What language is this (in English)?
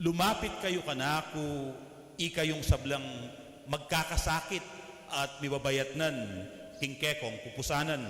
Pampanga